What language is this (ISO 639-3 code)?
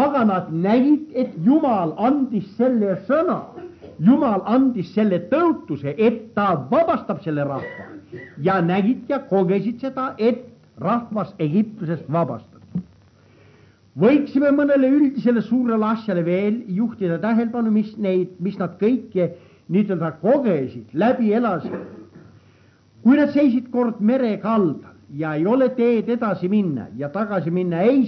est